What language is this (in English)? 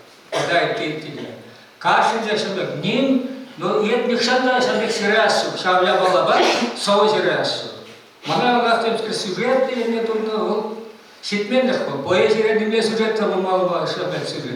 Chuvash